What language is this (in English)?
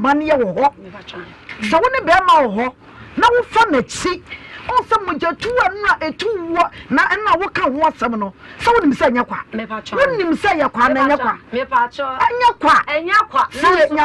Akan